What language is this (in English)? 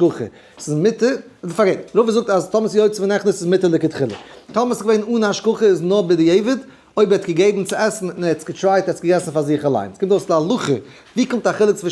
Yiddish